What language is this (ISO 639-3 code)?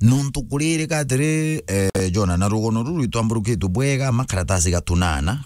mer